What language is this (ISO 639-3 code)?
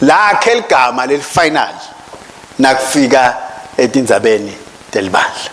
ssw